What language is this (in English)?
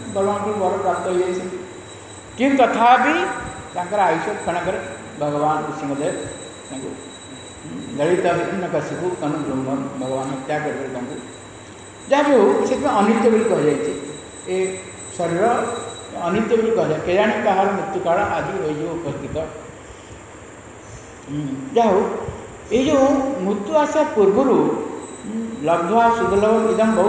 Odia